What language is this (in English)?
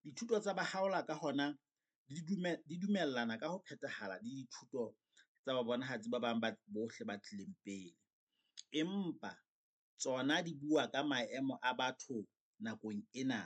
Southern Sotho